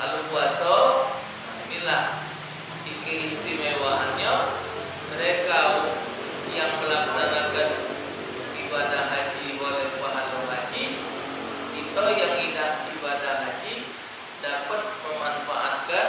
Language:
Musi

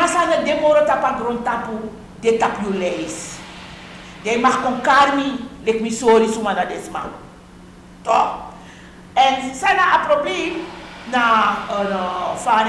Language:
Sranan Tongo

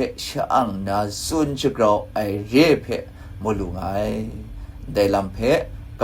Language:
Kachin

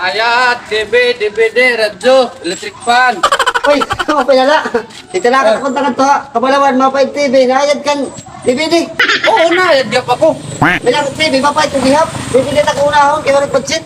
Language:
Waray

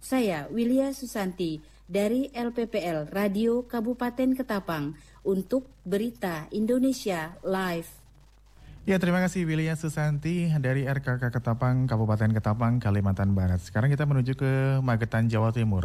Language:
Indonesian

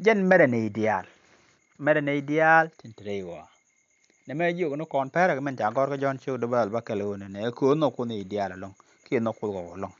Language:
Nuer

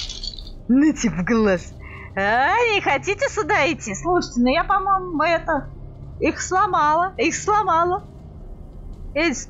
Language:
Russian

